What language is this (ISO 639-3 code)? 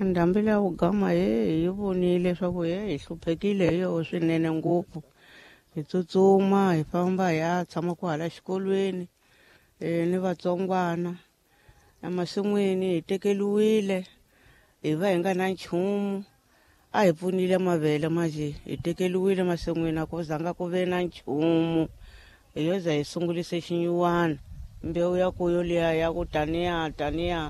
tso